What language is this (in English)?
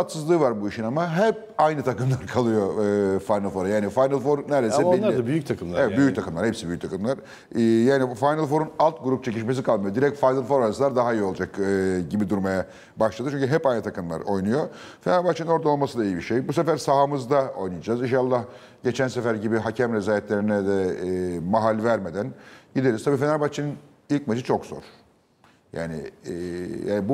Turkish